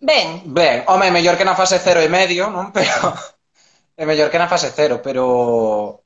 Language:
Galician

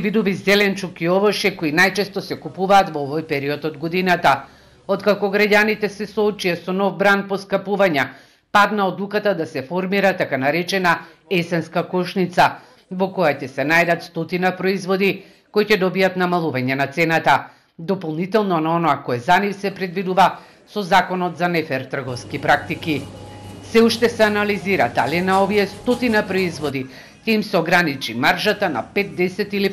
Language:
Macedonian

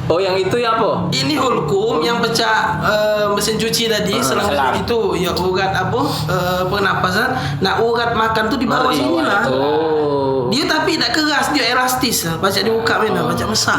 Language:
Musi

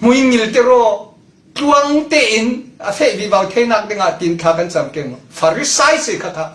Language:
Falam Chin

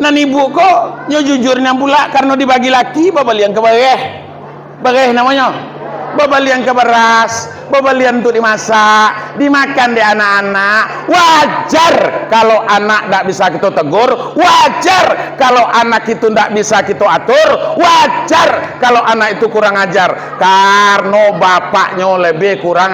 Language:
Minangkabau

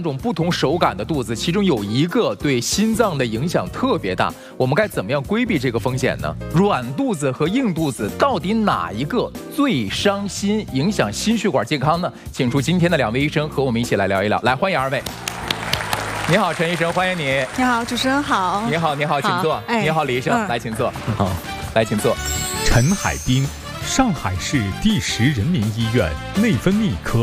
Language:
Chinese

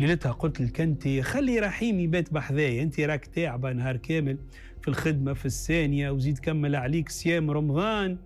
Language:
Tunisian Arabic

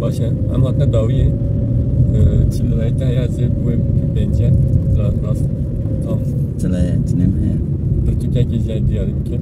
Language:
Kurdish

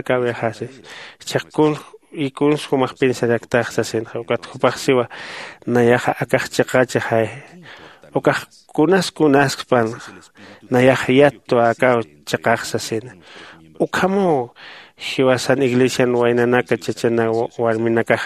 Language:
Aymara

